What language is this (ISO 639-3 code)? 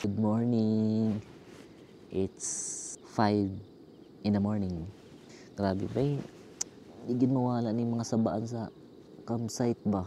ceb